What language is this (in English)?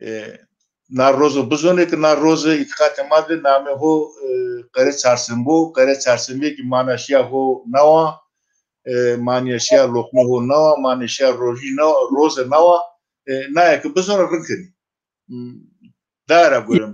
Zaza